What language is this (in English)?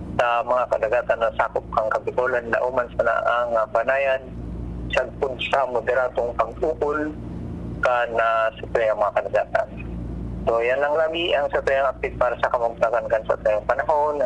Bikol